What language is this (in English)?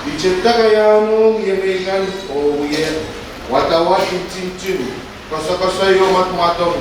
Pohnpeian